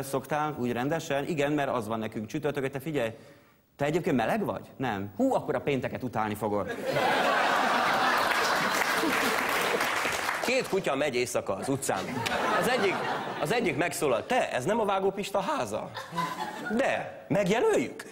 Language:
Hungarian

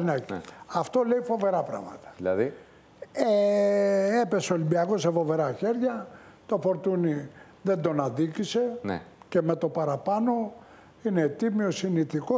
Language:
Greek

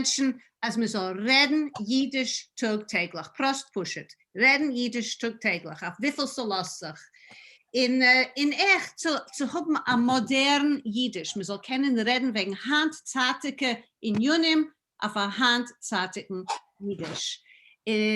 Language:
Yiddish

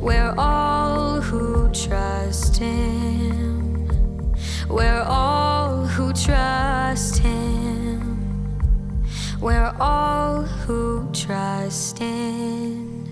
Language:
Tahitian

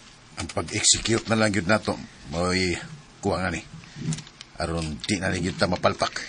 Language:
Cebuano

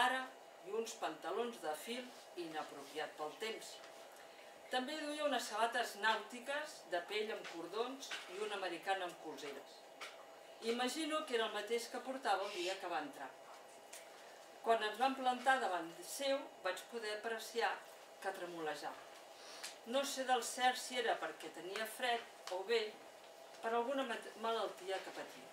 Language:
Catalan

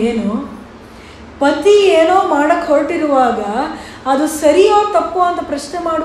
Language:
Kannada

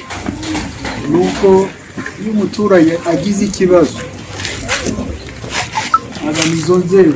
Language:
Kinyarwanda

